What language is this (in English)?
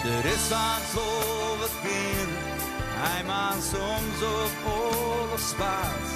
Western Frisian